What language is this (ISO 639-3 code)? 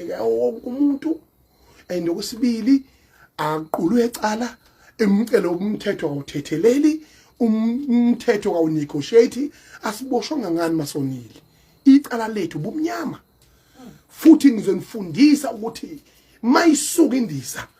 zul